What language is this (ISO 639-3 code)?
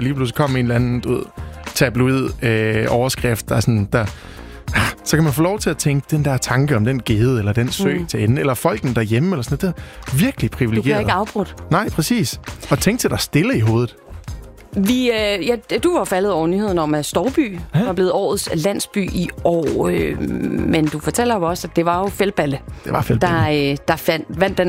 dan